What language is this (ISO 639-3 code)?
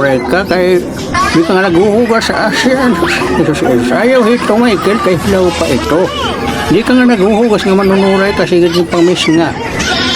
war